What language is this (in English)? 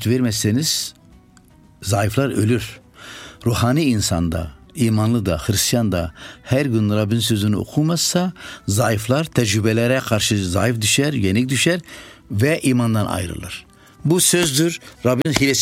Turkish